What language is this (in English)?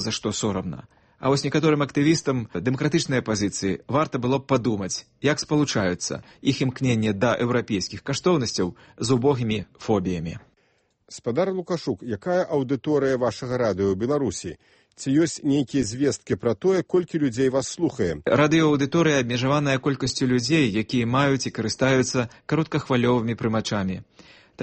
Belarusian